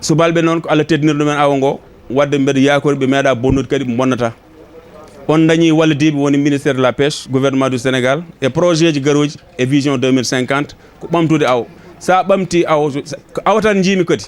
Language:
Fula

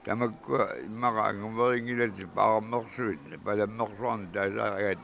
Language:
Kalaallisut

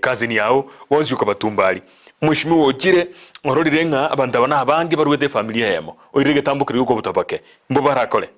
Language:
Gusii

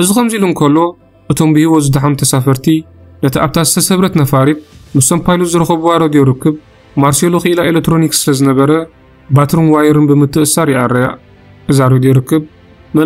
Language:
Tigrinya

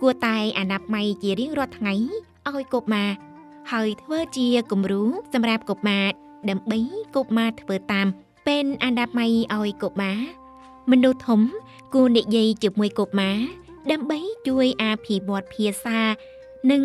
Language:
Khmer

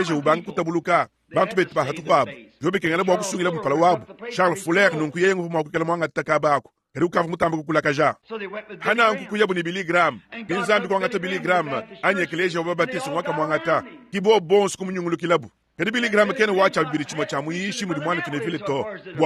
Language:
Luba-Lulua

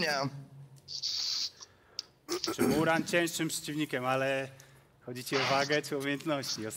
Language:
Polish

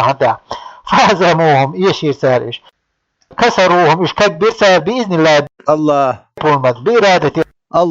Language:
Chechen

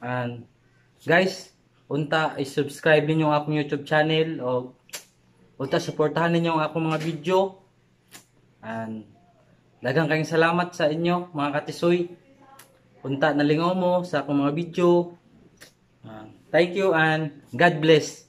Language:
Cebuano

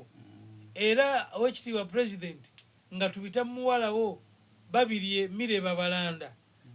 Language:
Soga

